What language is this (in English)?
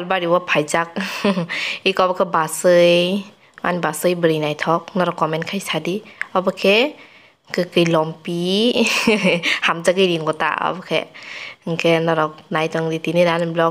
Kok Borok